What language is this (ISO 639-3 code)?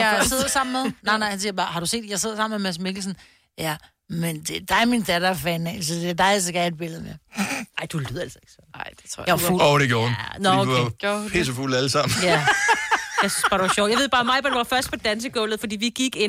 dan